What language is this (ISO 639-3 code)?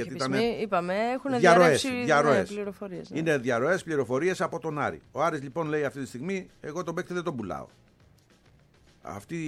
ell